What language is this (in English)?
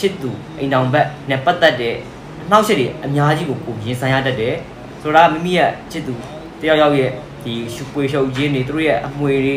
Burmese